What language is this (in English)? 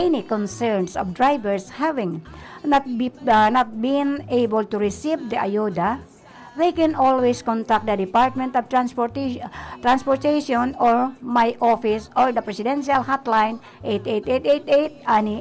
Bikol